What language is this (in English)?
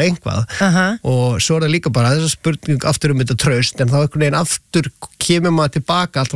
Icelandic